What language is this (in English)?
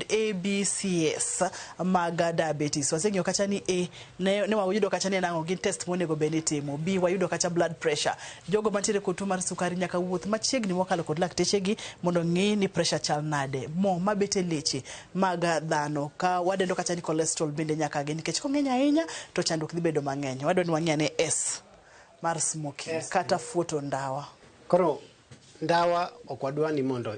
Luo (Kenya and Tanzania)